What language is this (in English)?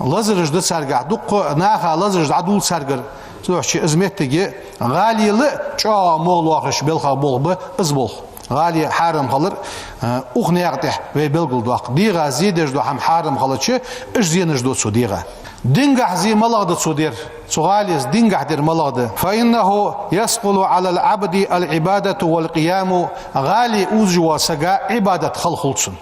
Ingush